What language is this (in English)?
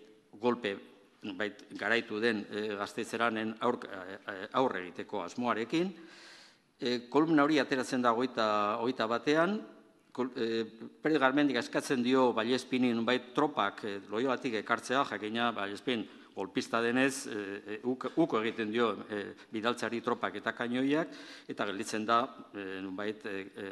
Basque